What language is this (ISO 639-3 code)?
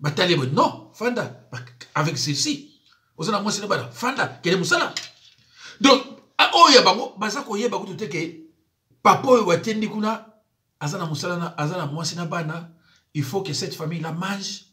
lin